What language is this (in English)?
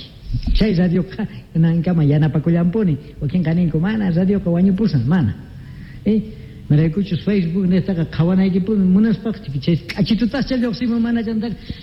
South Bolivian Quechua